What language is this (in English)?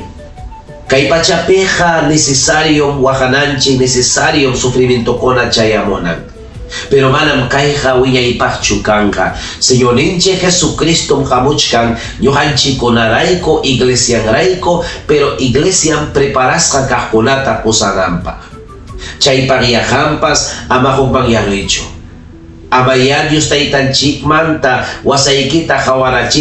Ayacucho Quechua